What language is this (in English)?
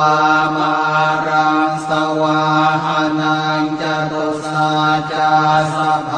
Pali